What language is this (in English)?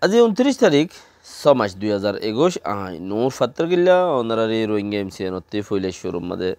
Rohingya